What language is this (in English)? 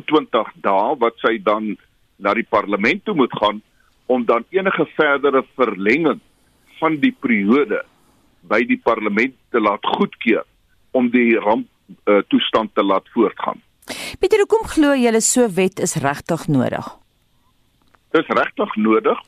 Afrikaans